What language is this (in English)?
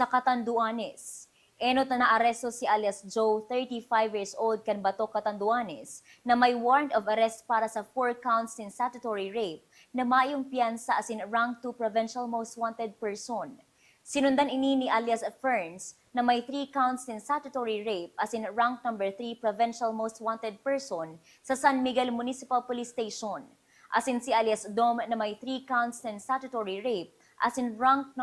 Bikol